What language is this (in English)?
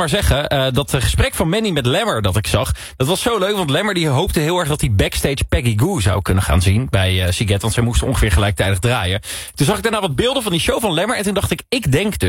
Dutch